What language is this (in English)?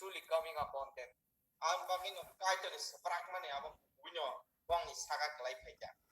Kok Borok